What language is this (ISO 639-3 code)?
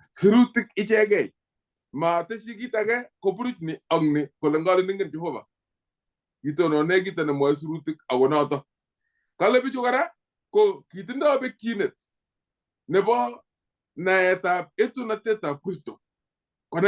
kln